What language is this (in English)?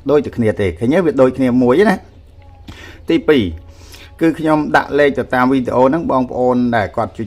Khmer